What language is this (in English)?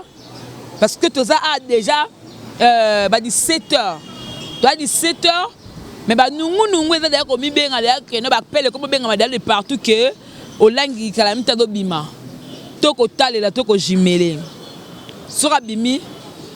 Lingala